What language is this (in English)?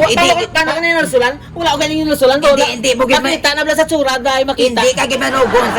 Hiligaynon